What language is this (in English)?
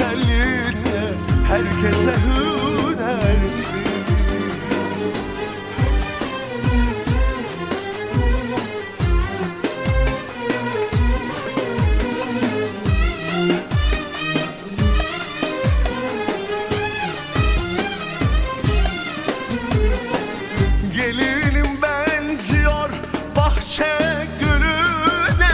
Turkish